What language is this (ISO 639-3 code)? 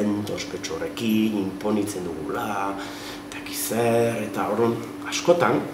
eus